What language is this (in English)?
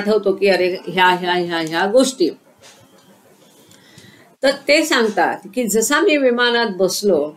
Marathi